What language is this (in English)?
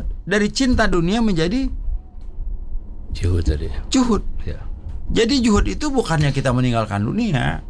Indonesian